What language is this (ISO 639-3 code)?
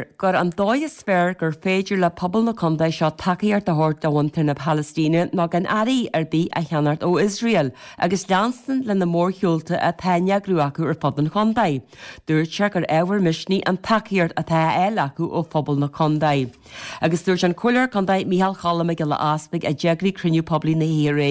gle